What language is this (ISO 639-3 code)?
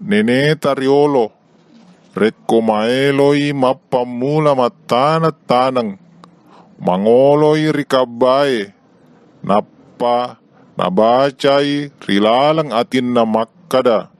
bug